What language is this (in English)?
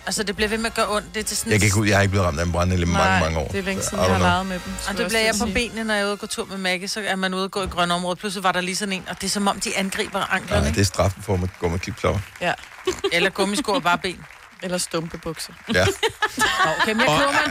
Danish